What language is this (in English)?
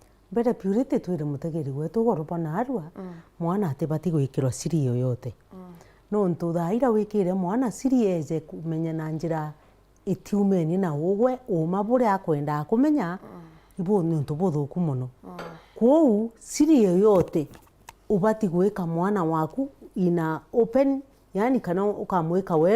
Meru